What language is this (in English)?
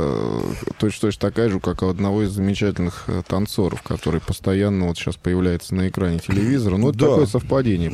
Russian